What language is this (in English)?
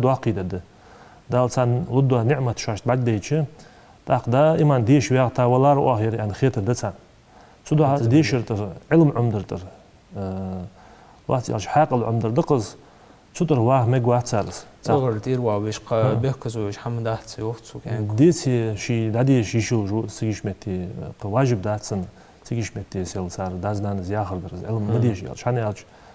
Ingush